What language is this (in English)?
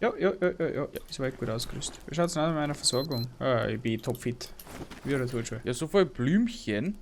Bavarian